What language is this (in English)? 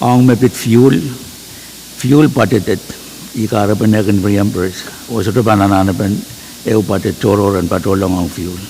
Pohnpeian